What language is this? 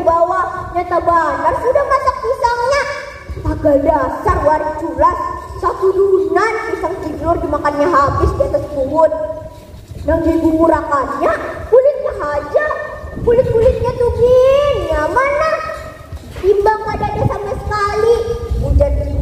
Banjar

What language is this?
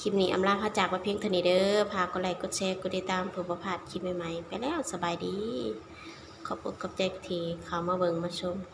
Lao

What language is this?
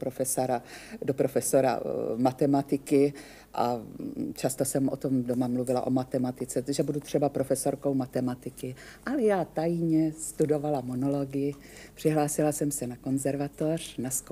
Czech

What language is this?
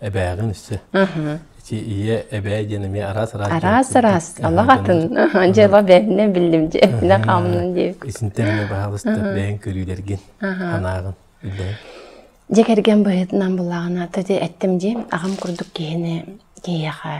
Yakut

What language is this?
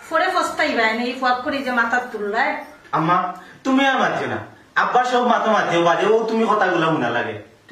Sylheti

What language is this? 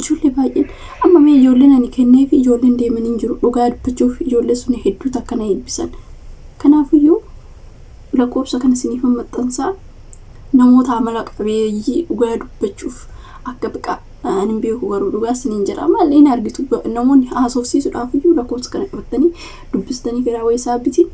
Oromo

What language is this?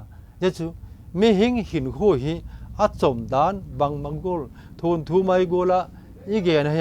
Vaiphei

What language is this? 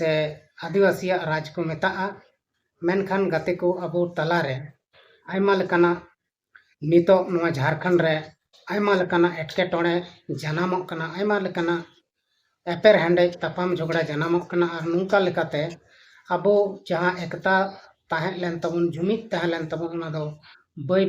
Santali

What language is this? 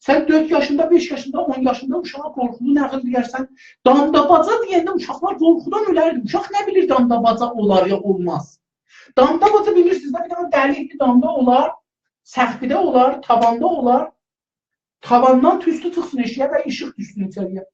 South Azerbaijani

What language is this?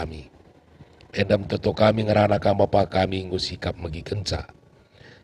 Batak Karo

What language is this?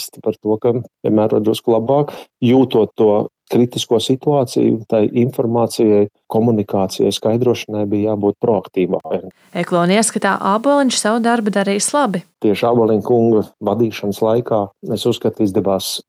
Latvian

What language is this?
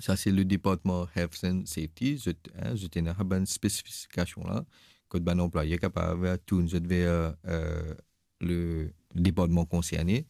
Morisyen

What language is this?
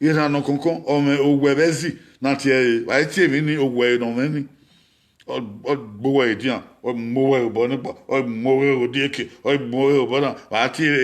Bini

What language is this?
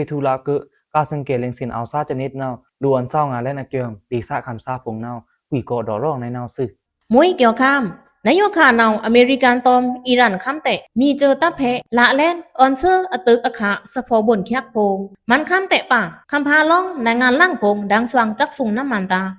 Pa'o Karen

